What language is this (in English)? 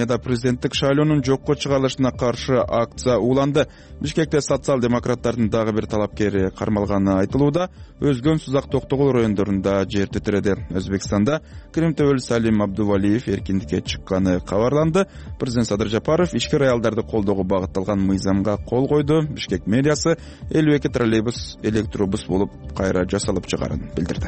Kyrgyz